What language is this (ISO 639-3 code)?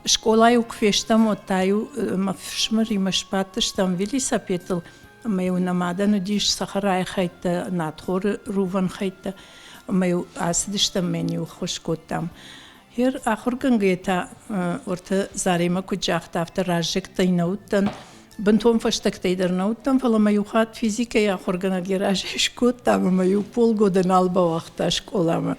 oss